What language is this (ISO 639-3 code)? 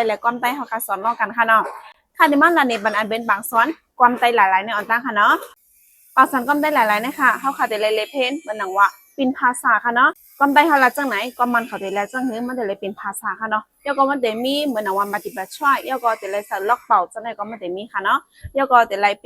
shn